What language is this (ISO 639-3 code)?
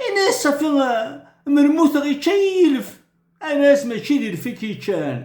kab